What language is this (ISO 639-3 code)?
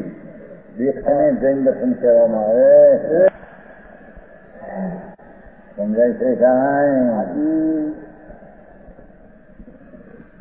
guj